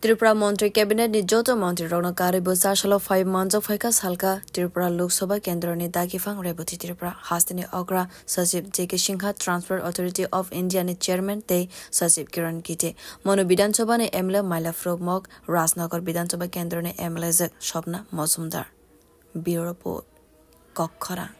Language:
Kok Borok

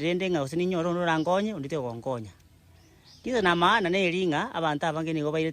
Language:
Gusii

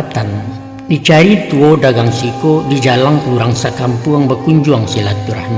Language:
Minangkabau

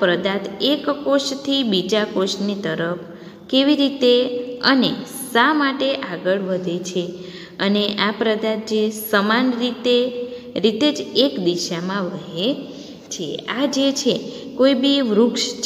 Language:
Gujarati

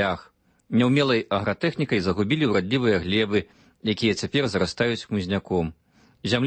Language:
Belarusian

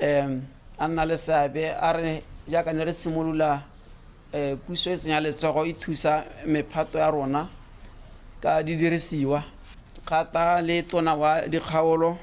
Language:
Tswana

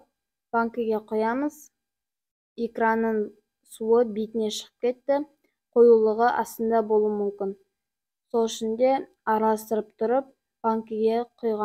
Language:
Kazakh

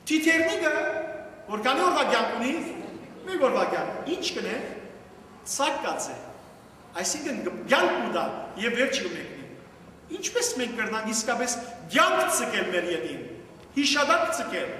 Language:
Western Armenian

